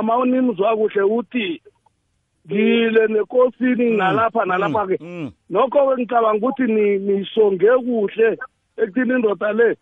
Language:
South Ndebele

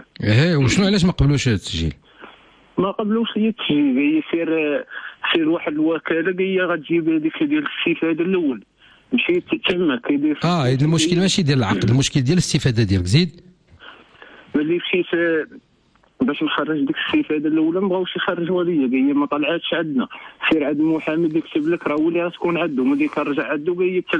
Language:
Moroccan Arabic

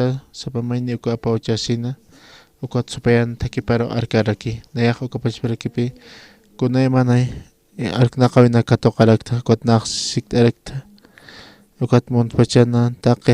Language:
Aymara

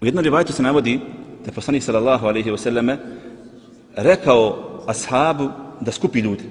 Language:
Bosnian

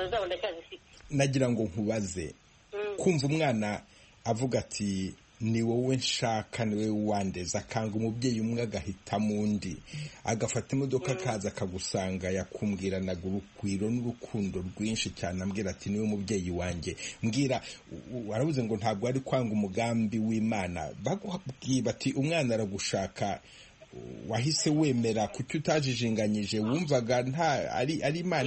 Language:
Kinyarwanda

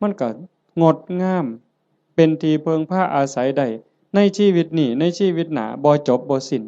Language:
Northeastern Thai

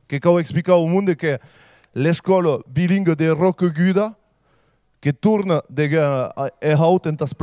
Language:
Occitan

